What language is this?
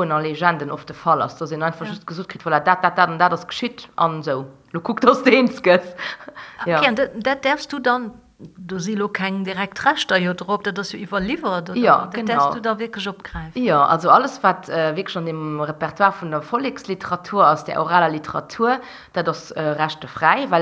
Luxembourgish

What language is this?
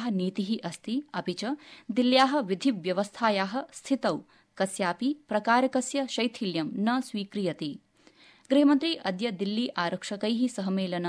Sanskrit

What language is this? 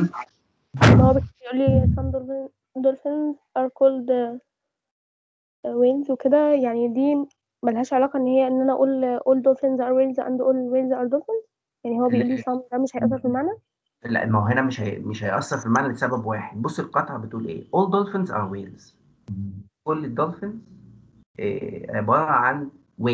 Egyptian Arabic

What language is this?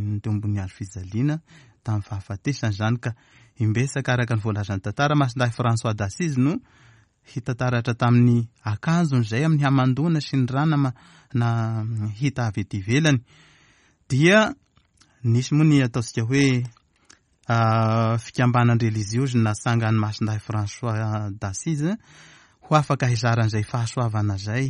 Malagasy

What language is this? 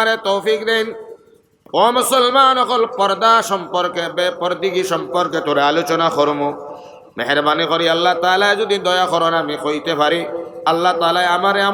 Sylheti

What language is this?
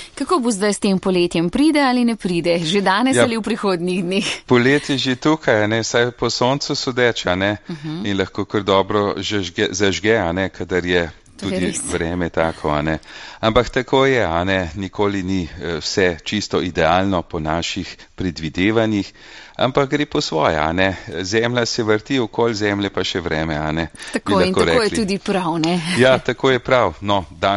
Slovenian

